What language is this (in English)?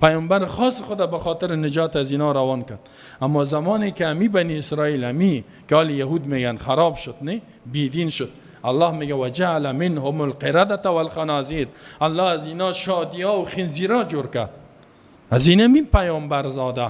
Persian